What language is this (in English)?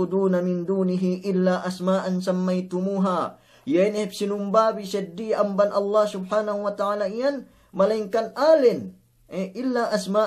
Yakan